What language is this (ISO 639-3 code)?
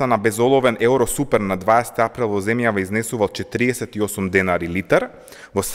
mkd